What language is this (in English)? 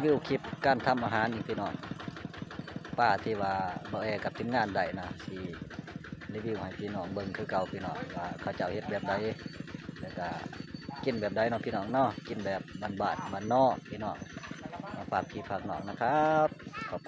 Lao